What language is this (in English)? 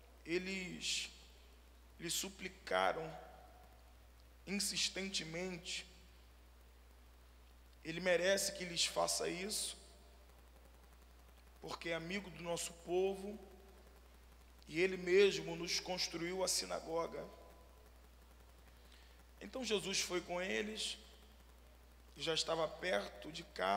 Portuguese